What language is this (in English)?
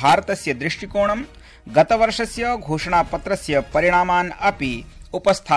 Sanskrit